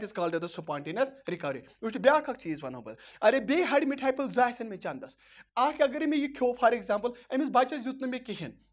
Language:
Kashmiri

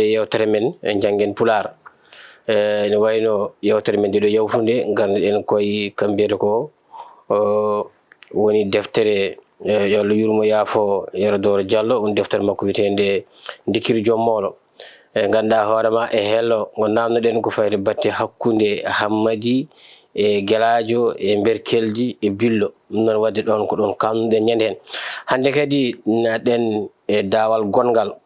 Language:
Fula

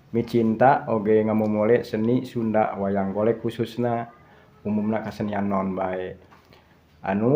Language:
Sundanese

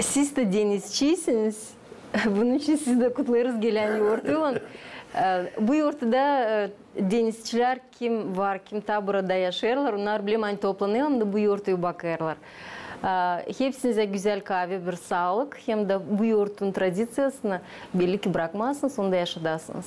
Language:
Gagauz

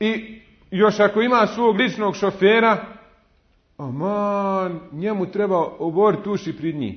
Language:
Bosnian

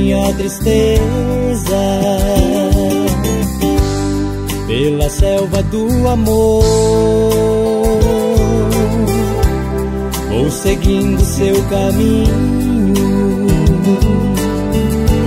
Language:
Portuguese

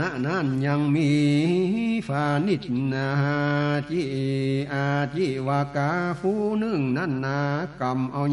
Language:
Northern Thai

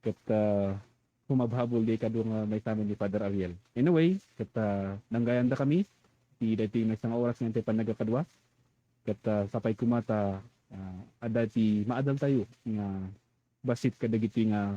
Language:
Iloko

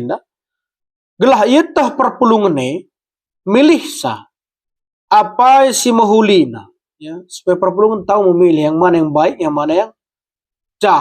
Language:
Batak Karo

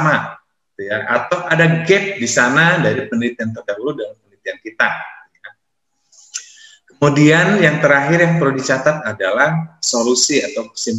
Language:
Indonesian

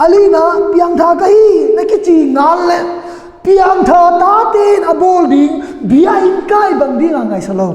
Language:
Tedim Chin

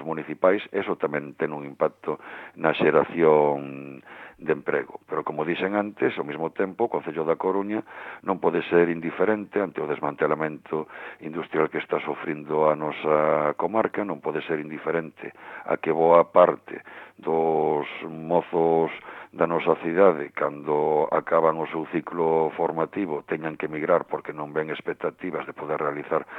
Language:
Galician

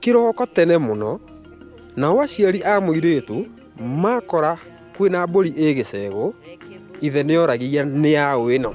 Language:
Kikuyu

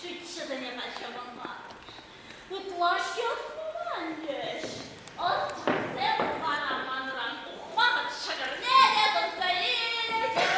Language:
Chuvash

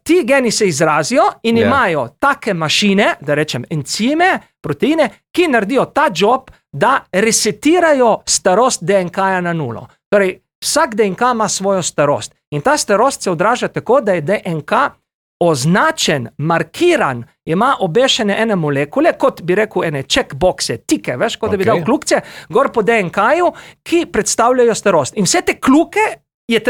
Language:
Slovenian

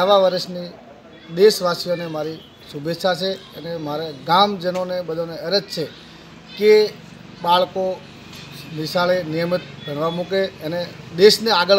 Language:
Gujarati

